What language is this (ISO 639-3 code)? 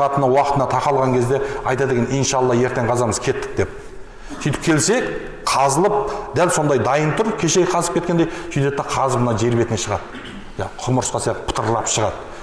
kaz